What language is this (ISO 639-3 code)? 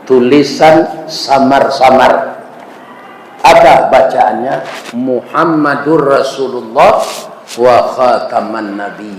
min